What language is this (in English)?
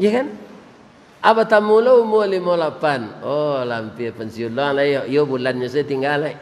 Minangkabau